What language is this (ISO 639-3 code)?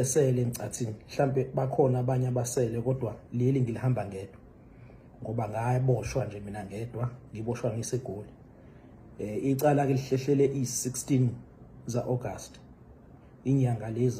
zul